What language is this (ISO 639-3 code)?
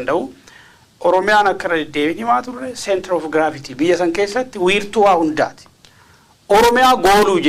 orm